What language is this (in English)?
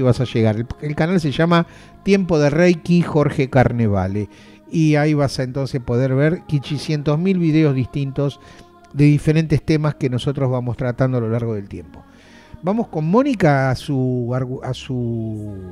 Spanish